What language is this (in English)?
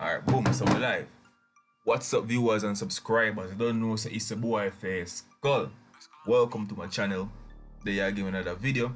Jamaican Creole English